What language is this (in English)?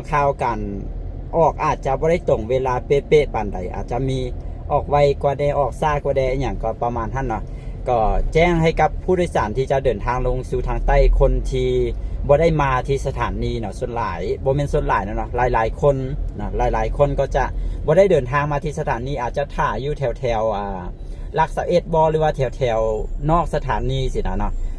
Lao